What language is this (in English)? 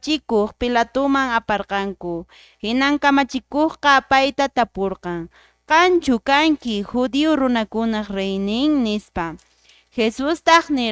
Quechua